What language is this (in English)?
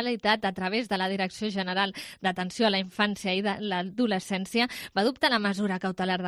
Catalan